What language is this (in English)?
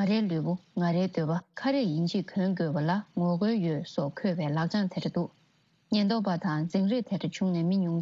Tibetan